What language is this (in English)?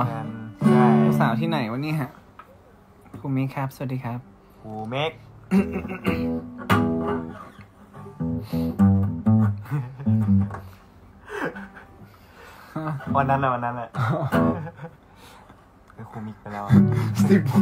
Thai